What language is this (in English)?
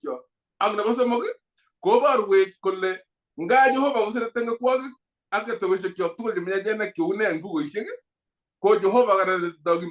Kalenjin